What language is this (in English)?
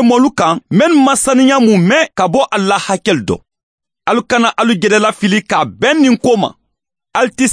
Mandingo